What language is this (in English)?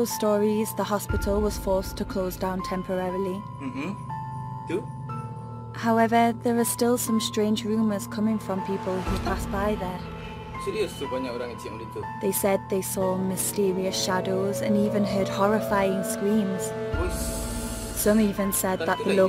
Minangkabau